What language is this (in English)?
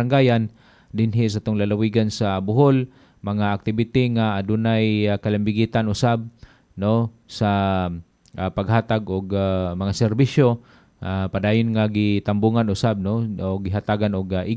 Cebuano